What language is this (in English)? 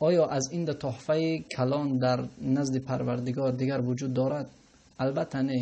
Tajik